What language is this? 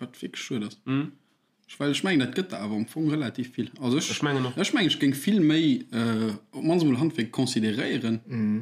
Luxembourgish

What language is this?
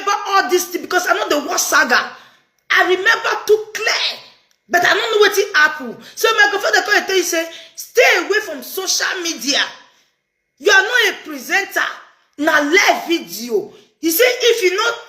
Nigerian Pidgin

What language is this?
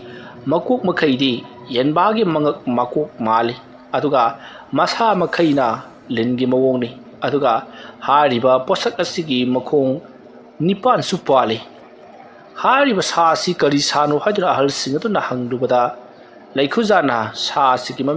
Manipuri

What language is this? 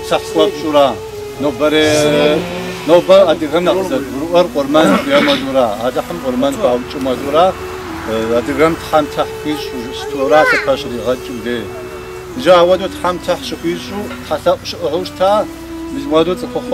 Kabardian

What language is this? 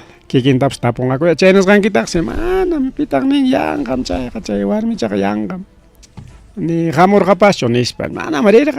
Ayacucho Quechua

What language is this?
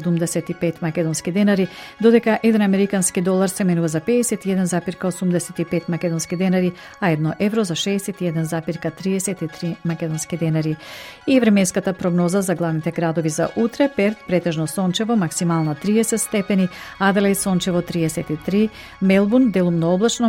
Macedonian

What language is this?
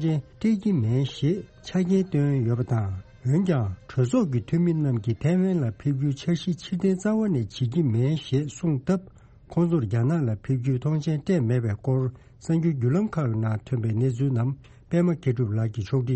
Tibetan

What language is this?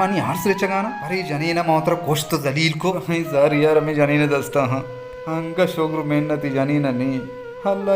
Baluchi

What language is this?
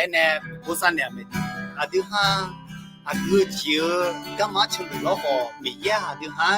Akha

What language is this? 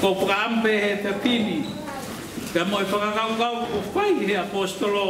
Tongan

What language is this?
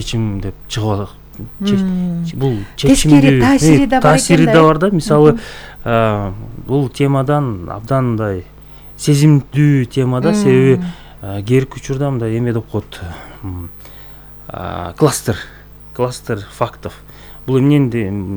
Kyrgyz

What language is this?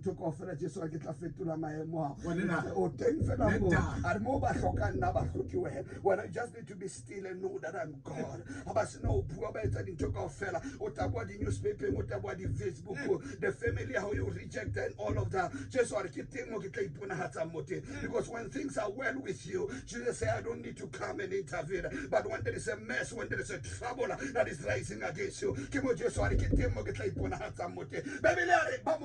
Tswana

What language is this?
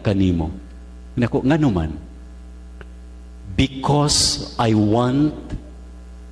Cebuano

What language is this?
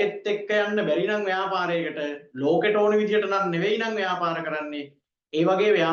Sinhala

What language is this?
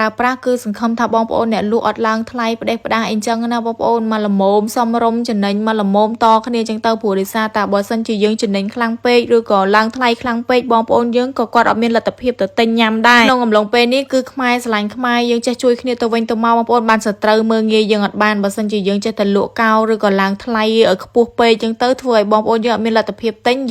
Khmer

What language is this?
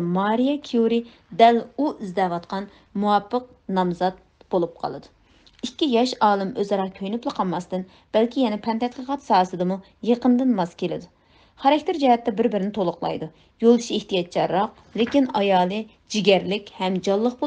Uyghur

